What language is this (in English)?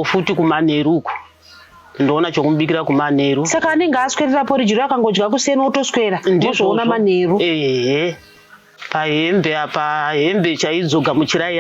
Shona